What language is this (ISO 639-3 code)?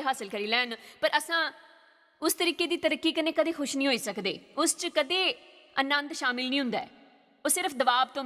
doi